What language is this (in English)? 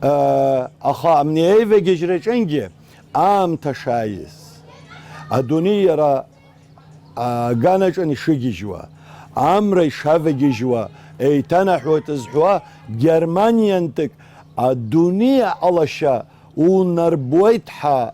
Abkhazian